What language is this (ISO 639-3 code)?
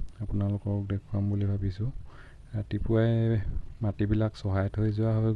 asm